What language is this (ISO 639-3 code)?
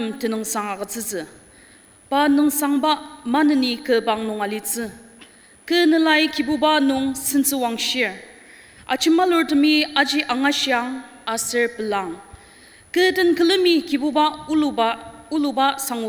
njo